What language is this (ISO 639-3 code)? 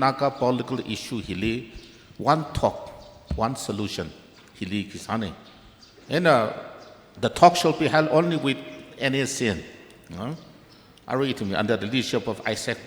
nmf